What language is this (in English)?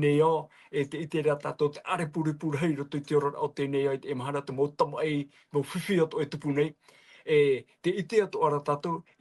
Tahitian